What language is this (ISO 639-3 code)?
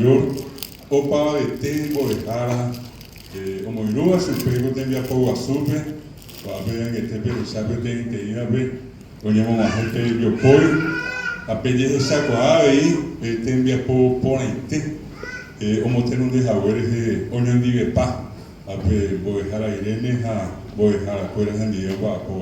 grn